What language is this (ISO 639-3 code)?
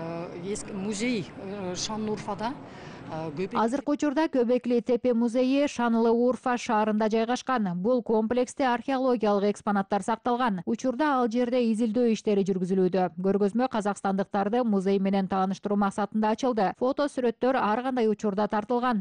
kir